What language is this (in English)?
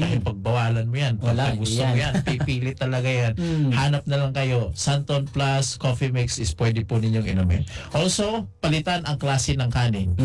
Filipino